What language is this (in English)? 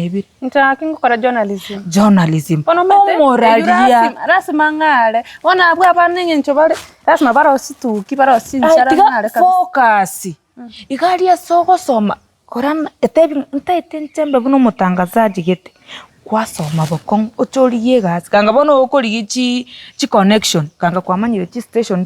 Gusii